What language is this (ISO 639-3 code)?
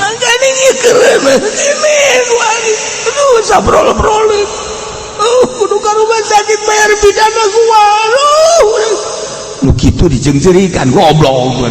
sun